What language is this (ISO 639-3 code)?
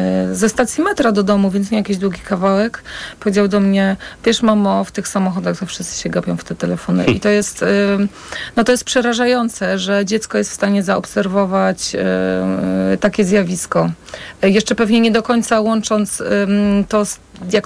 pol